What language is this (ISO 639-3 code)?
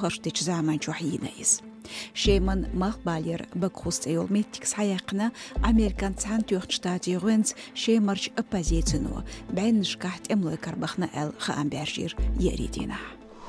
che